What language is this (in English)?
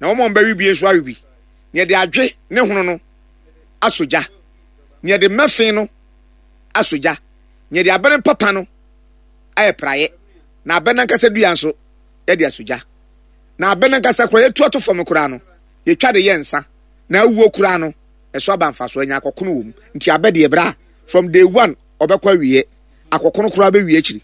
Akan